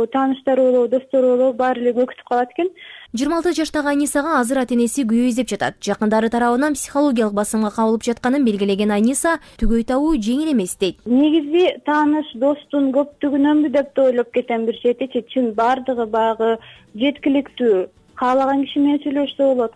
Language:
Kyrgyz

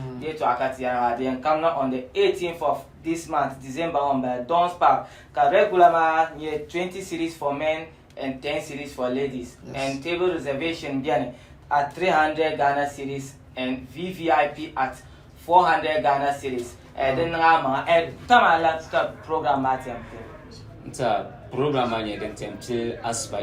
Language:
Dagbani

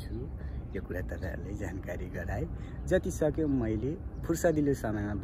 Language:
Nepali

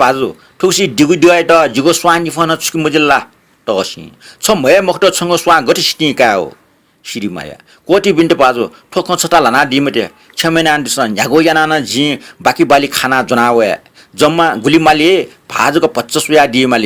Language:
Newari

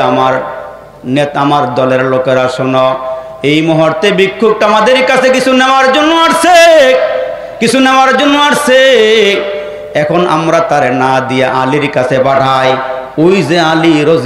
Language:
Bangla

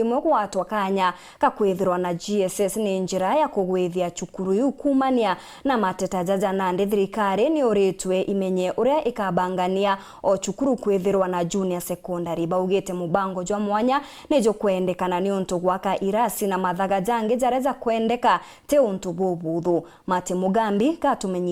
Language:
Meru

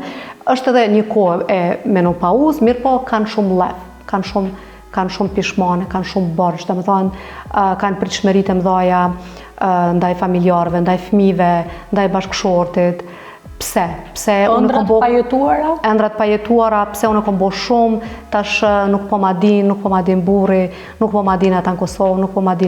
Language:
Albanian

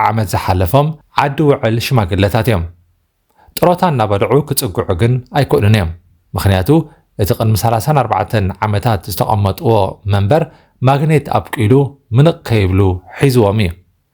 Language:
Tigrinya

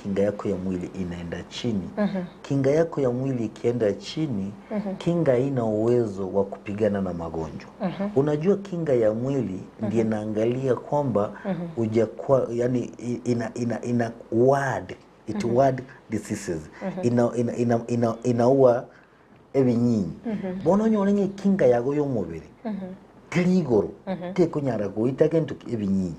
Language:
Gusii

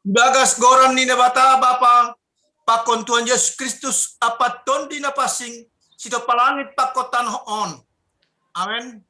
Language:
Batak Simalungun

